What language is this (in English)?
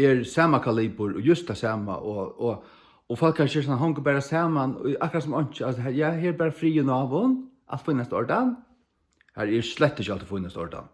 Faroese